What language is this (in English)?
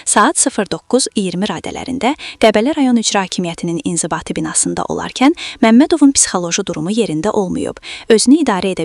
Azerbaijani